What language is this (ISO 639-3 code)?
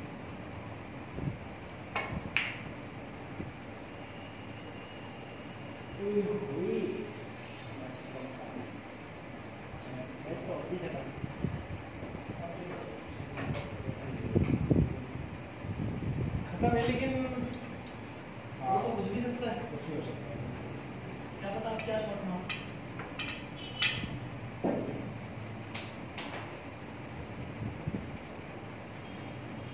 hin